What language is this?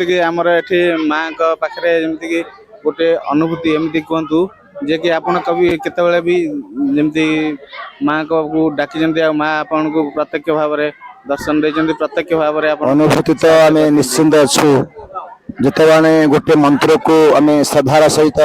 Odia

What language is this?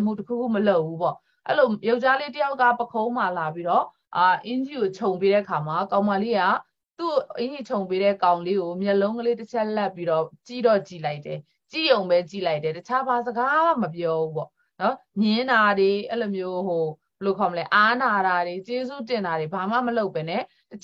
Burmese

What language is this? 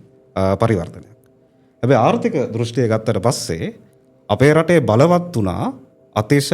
Sinhala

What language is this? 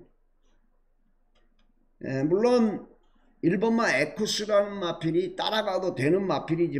Korean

